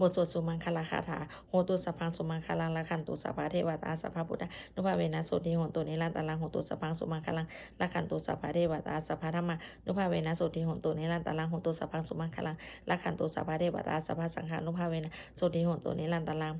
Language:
Pali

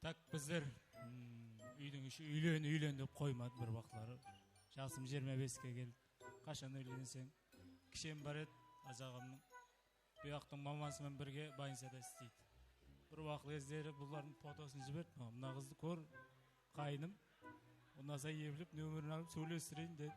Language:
Kara-Kalpak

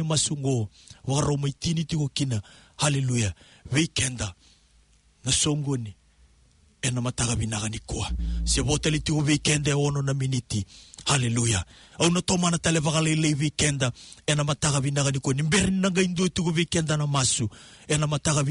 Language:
Fijian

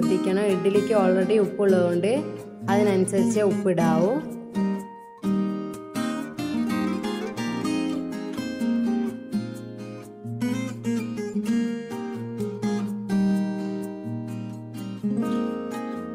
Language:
Malayalam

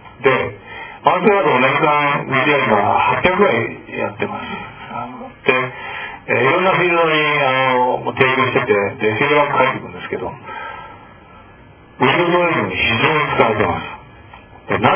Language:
Japanese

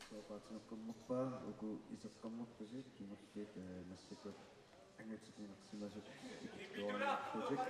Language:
Kalaallisut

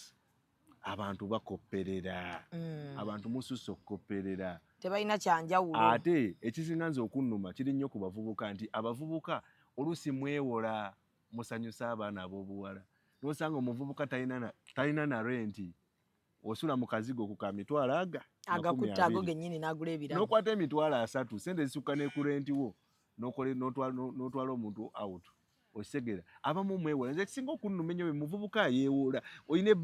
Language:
Ganda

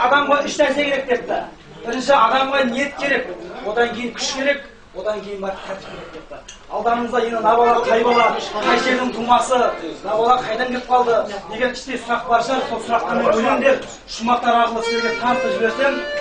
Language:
Kazakh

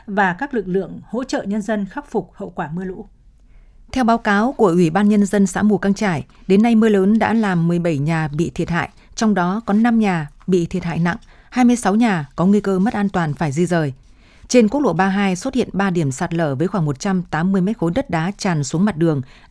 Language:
Vietnamese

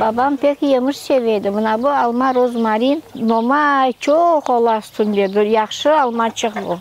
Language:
Crimean Tatar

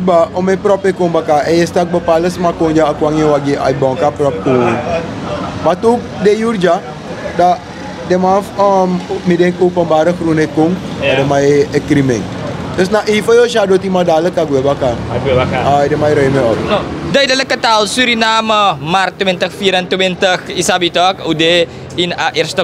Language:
Sranan Tongo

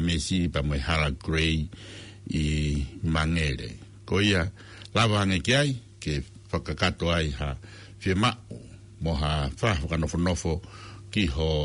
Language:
Tongan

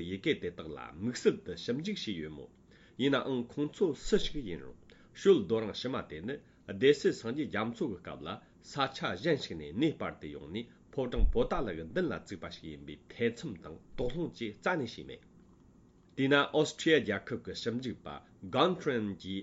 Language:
Tibetan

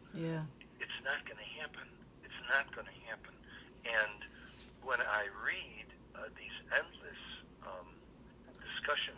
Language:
English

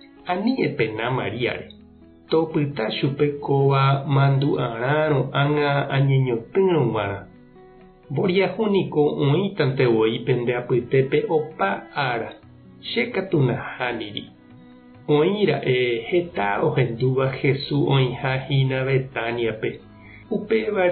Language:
Guarani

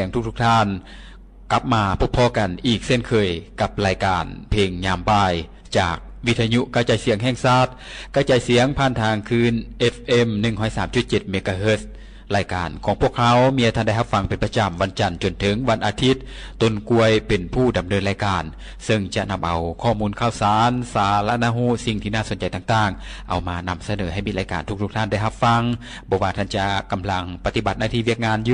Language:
Lao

